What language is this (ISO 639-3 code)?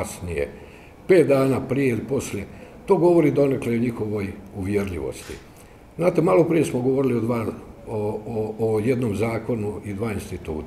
hrv